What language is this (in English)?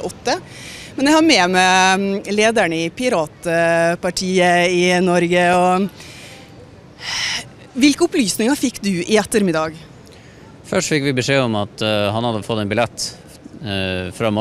Norwegian